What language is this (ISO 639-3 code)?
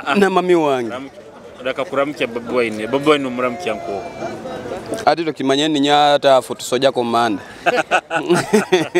nyo